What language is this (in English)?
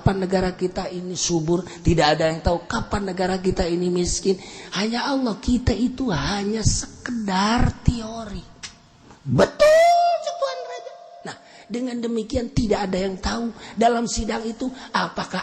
Sundanese